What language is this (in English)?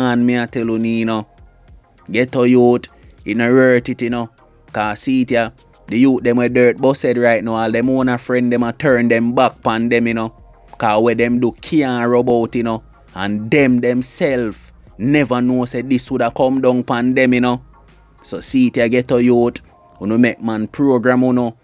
Jamaican Creole English